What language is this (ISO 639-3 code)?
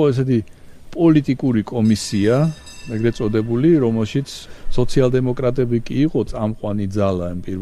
kat